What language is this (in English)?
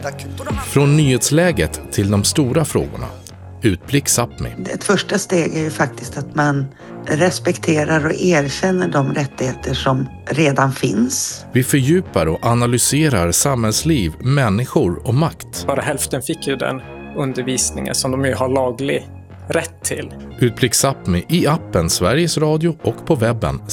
Swedish